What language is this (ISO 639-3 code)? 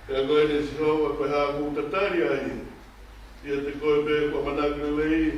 ton